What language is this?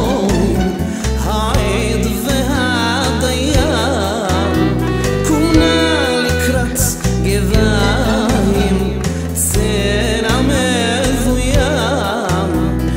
Hebrew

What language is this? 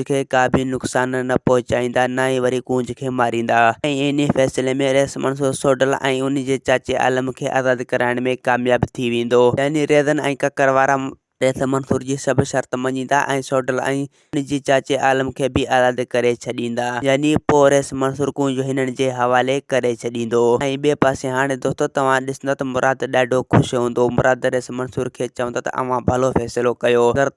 Sindhi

